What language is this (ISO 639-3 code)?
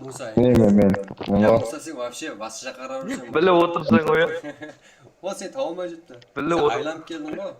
kaa